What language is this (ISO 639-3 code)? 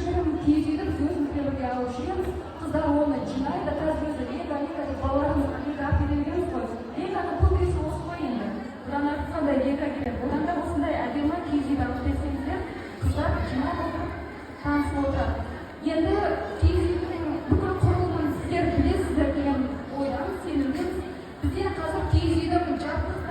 kaz